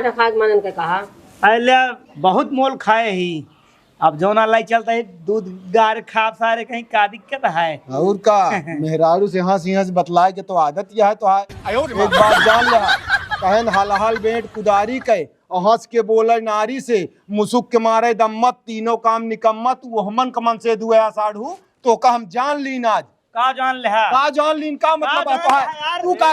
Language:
Awadhi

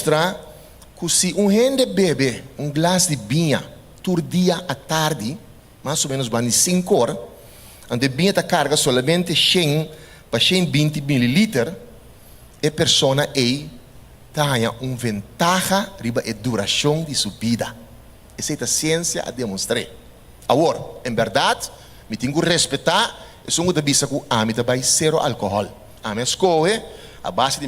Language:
Papiamento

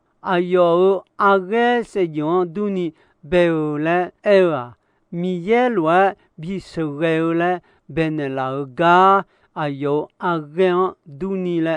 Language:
Akha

